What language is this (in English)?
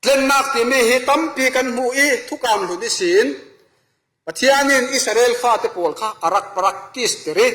Falam Chin